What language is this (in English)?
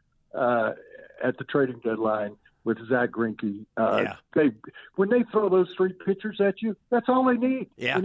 English